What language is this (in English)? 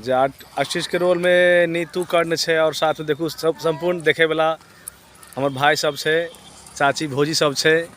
Maithili